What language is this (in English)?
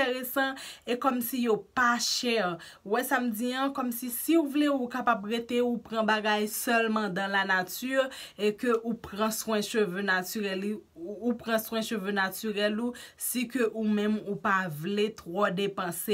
Haitian Creole